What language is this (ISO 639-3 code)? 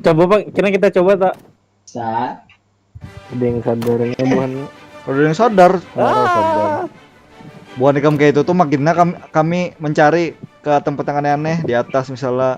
bjn